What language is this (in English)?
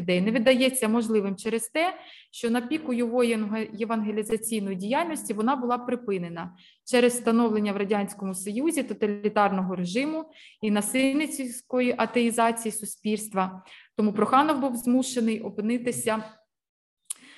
Ukrainian